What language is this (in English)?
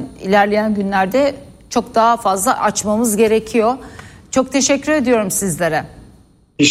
Turkish